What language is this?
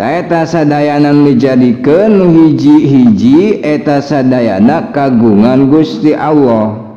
Sundanese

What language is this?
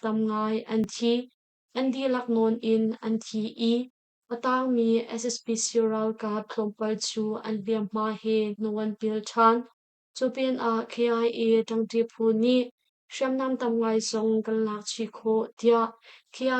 Hakha Chin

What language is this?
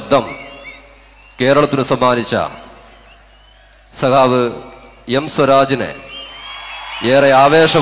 Malayalam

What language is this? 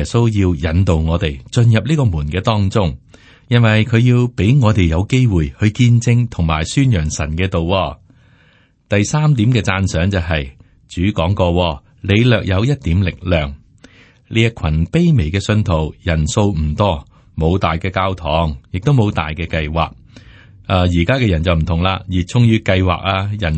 Cantonese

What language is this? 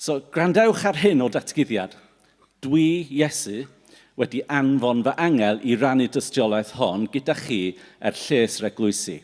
Welsh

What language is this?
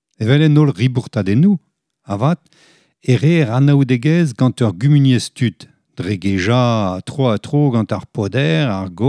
Breton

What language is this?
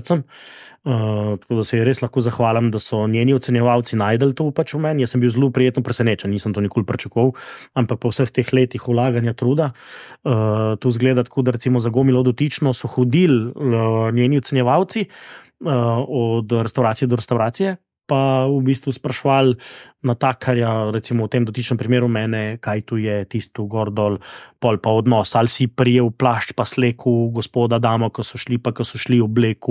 Slovenian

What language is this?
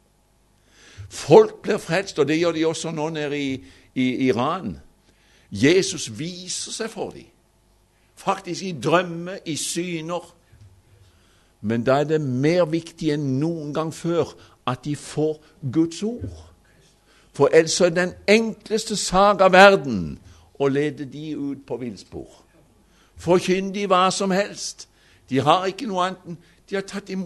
Norwegian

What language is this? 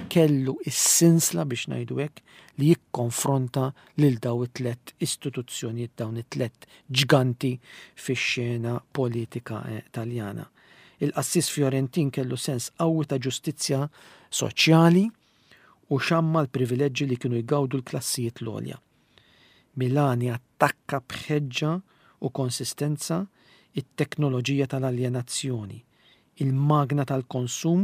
Maltese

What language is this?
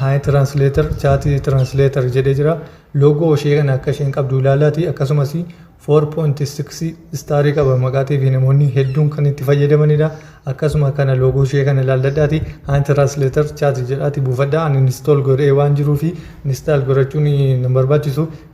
Oromo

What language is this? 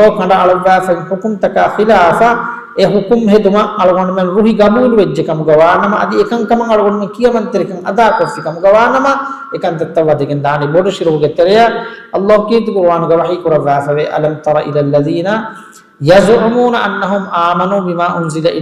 Divehi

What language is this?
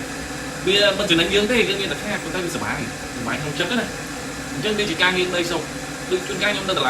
Khmer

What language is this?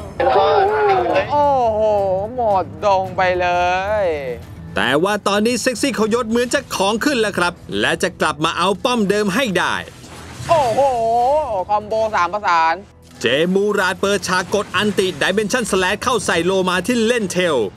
Thai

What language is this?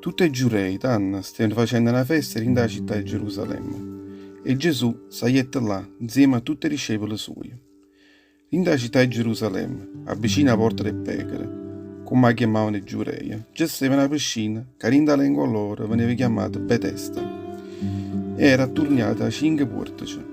Neapolitan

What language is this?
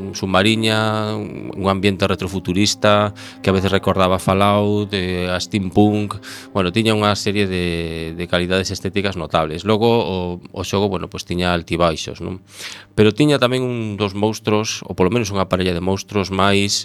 Galician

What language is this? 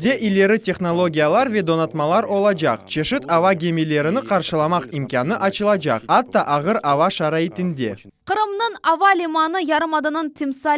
Crimean Tatar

